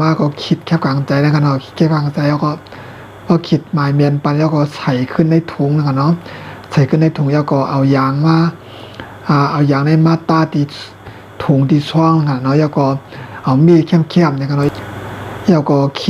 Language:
Shan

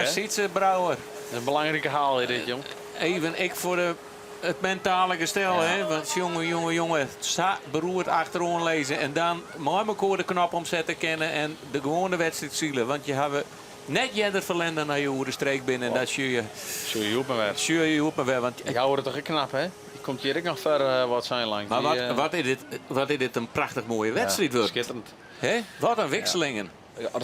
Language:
Western Frisian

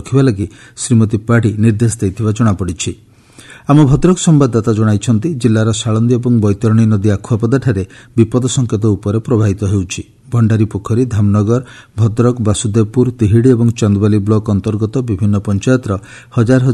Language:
Odia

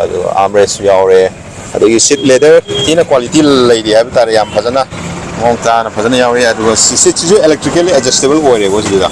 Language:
Manipuri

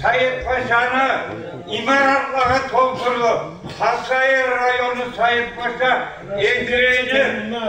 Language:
Kumyk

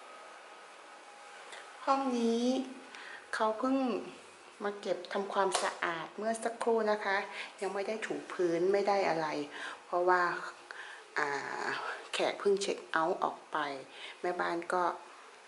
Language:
Thai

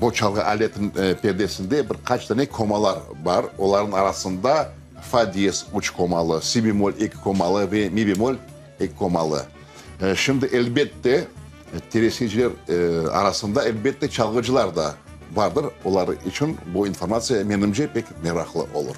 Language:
Crimean Tatar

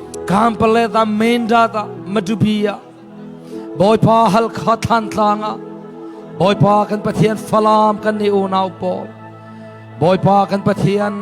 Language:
Falam Chin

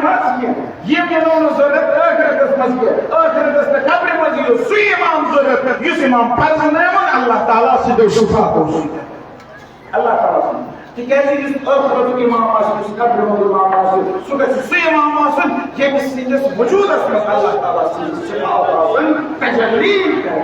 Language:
Kashmiri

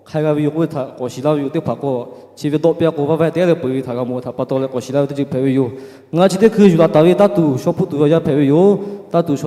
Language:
Lahu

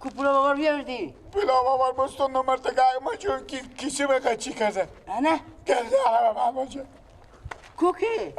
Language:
Persian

